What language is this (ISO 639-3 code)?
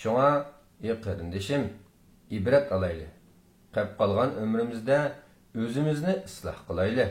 uig